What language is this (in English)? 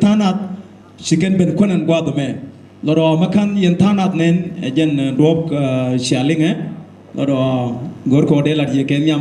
Nuer